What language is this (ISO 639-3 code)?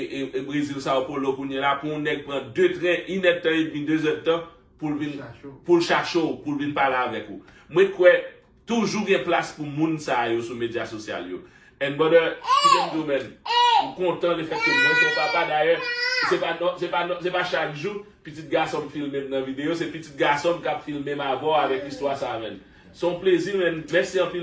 hat